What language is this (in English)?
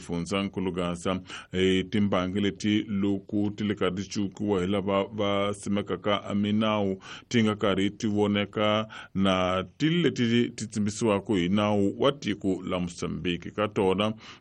Tsonga